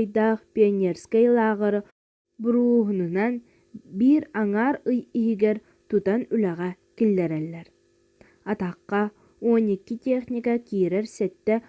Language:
Yakut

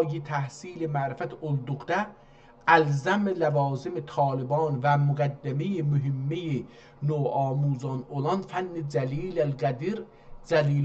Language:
South Azerbaijani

